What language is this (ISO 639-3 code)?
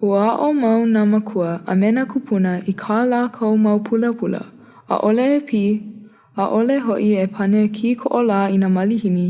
haw